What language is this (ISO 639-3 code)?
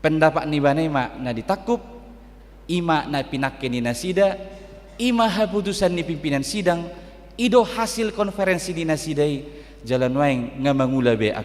bbc